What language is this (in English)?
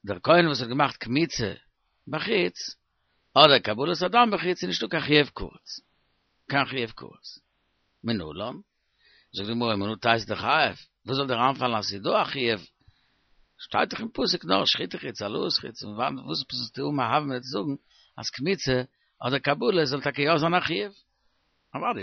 Yiddish